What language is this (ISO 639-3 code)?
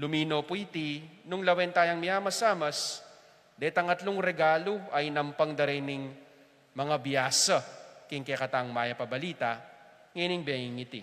pam